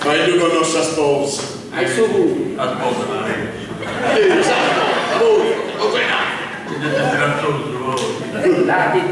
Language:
Sardinian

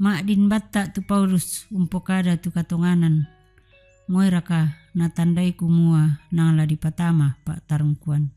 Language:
Toraja-Sa'dan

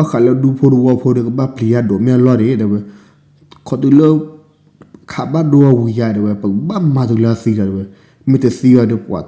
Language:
S'gaw Karen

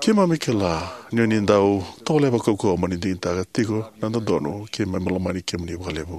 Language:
Fijian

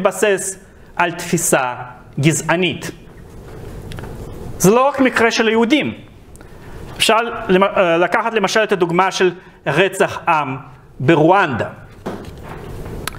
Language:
Hebrew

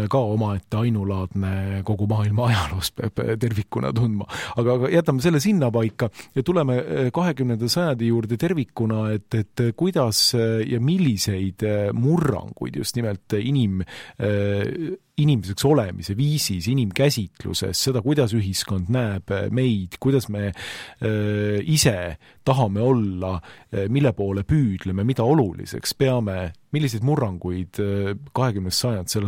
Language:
Estonian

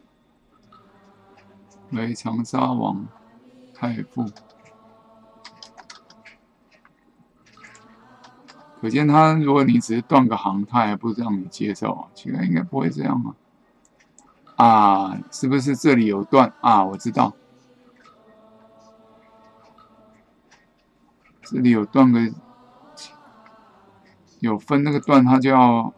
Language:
Chinese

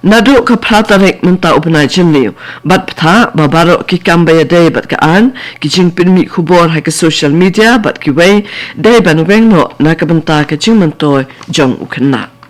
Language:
Khasi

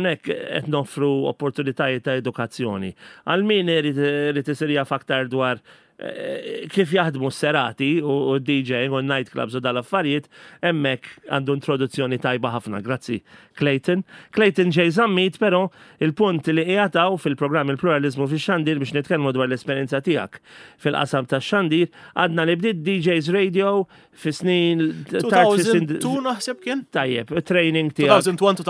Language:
Maltese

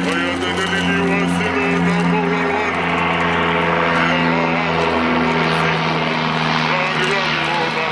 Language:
Tongan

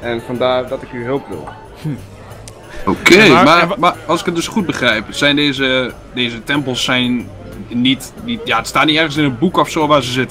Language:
Dutch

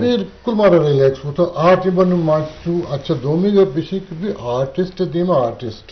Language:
Eastern Balochi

